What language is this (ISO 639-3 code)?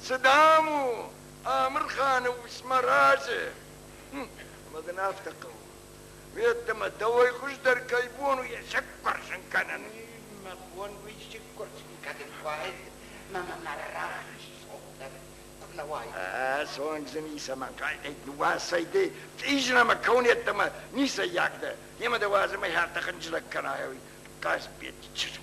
oss